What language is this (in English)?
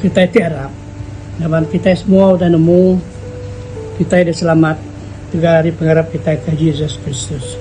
Iban